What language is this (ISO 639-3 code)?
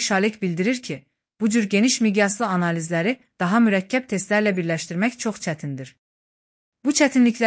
aze